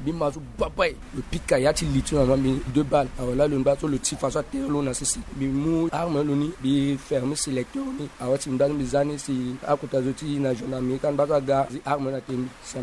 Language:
Sango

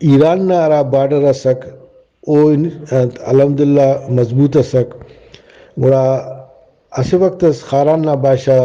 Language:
Brahui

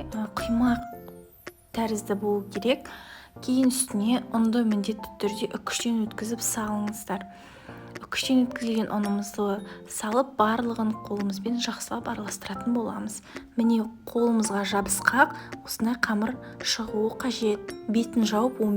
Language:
Kazakh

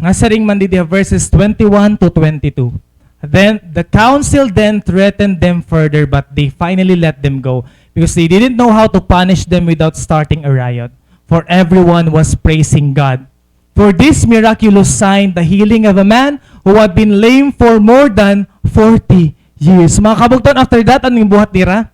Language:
Waray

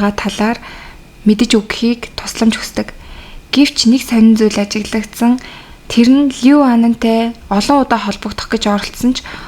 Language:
Mongolian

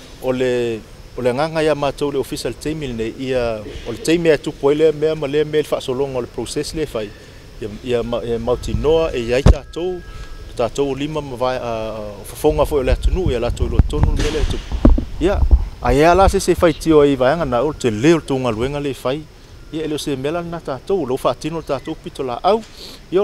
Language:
Samoan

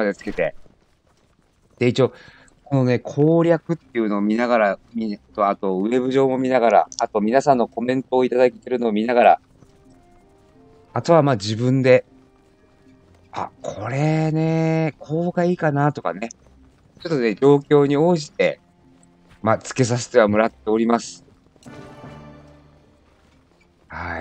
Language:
Japanese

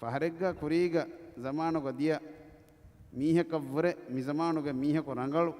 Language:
Divehi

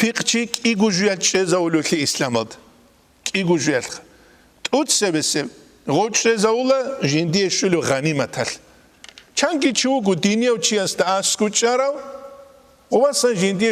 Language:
Avaric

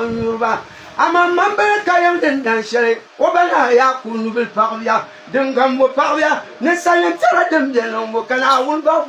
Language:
Dagbani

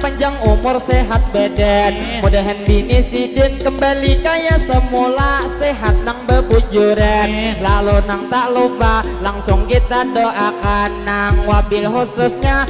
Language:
Banjar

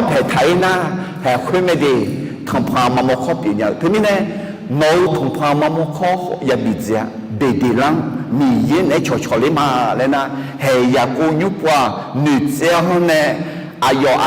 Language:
Akha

